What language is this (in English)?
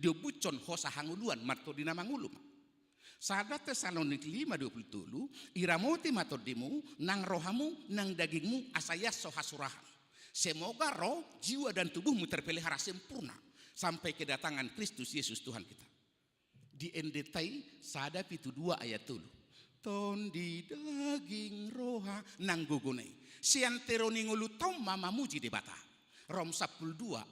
Batak Toba